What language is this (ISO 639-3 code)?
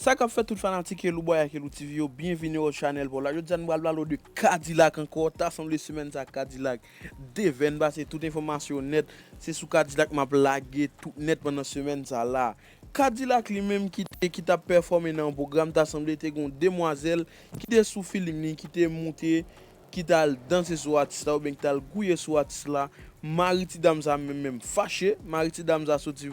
hat